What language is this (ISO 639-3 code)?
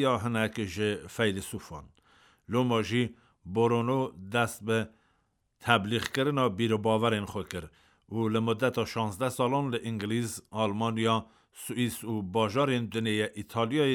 kur